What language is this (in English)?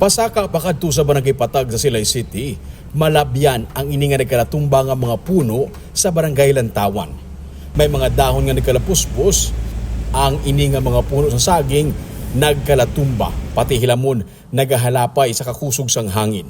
Hiligaynon